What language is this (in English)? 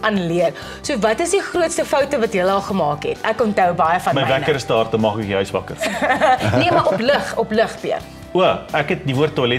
Afrikaans